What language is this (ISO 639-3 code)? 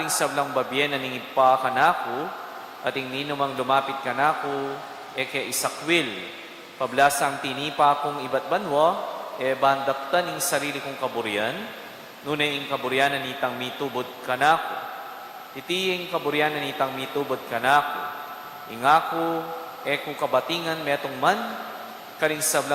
pam